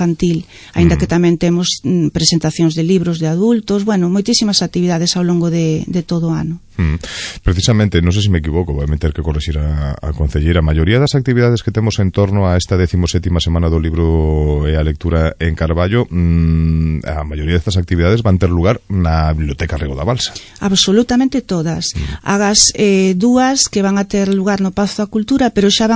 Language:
Galician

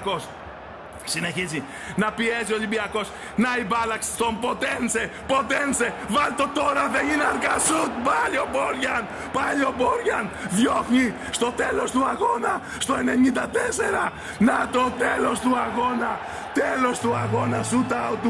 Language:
Greek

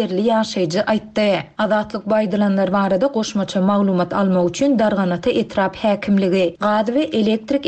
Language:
Turkmen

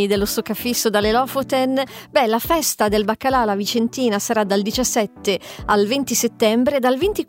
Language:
Italian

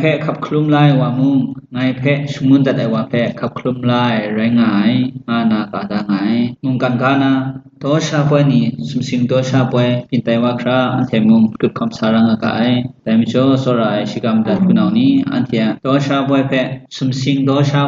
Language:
Kachin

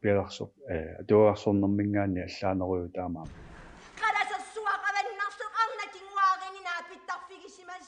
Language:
Kalaallisut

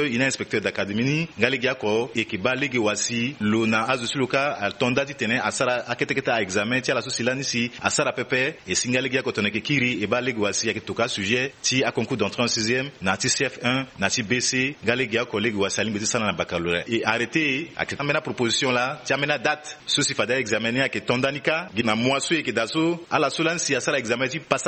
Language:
Sango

